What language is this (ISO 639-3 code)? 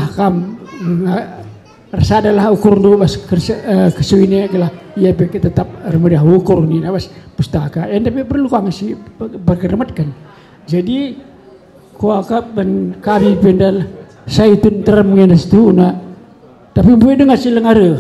btx